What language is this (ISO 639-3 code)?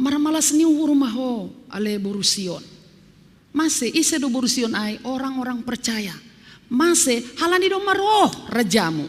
bts